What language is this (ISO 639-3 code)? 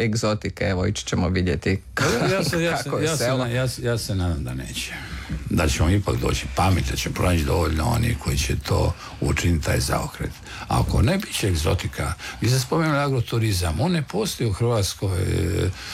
hrv